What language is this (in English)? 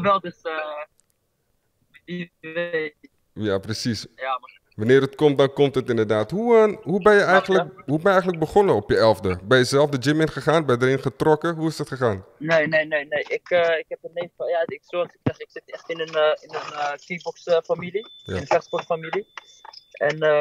Dutch